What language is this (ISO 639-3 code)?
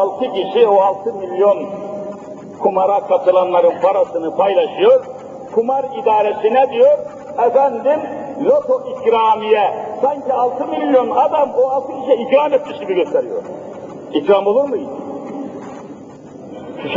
tur